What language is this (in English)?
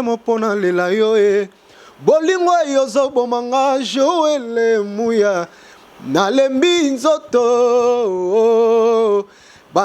Lingala